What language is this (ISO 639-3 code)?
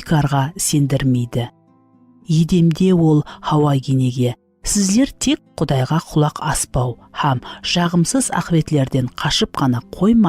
kaa